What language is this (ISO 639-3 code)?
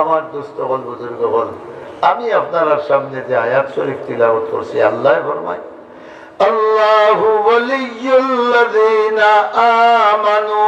syl